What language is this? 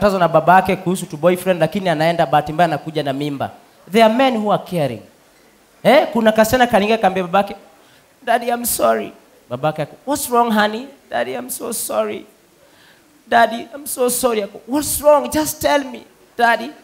Swahili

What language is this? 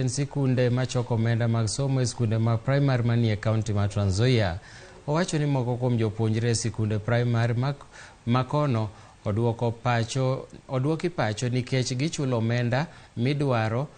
Luo (Kenya and Tanzania)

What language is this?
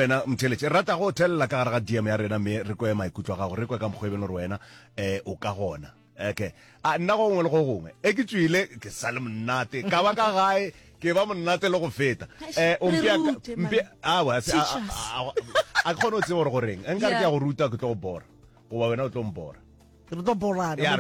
Northern Sotho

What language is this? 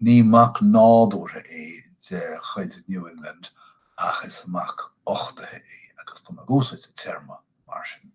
Irish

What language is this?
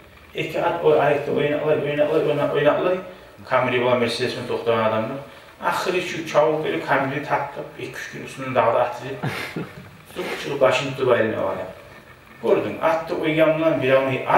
Kumyk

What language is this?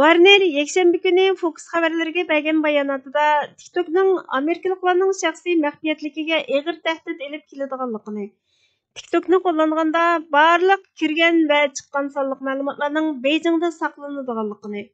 Uyghur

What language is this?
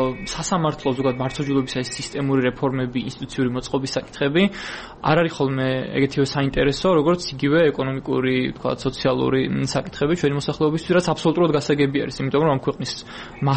Georgian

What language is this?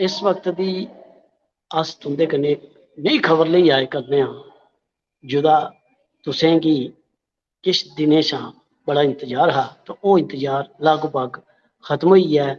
Dogri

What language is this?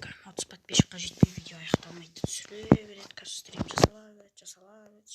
Kazakh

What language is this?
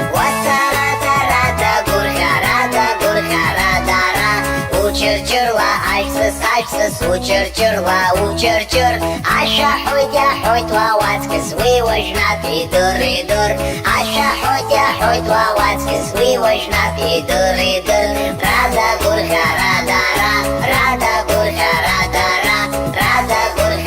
Abkhazian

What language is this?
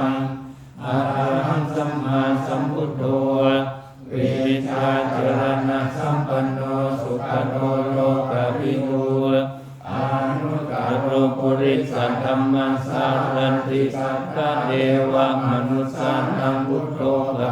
Pali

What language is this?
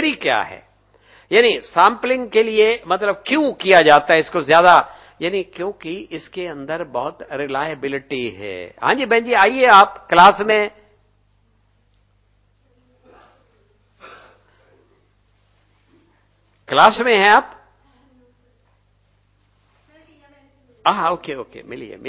Hindi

